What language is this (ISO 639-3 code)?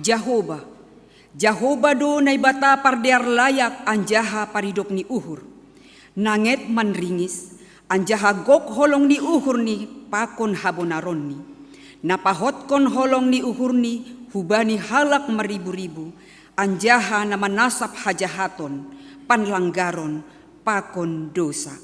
bts